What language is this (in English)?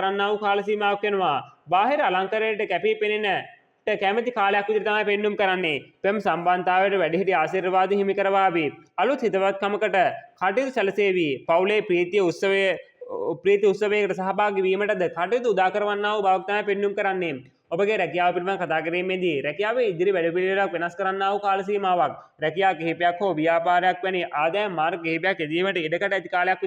Sinhala